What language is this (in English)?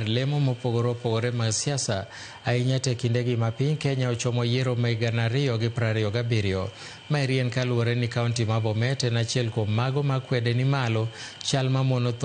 Luo (Kenya and Tanzania)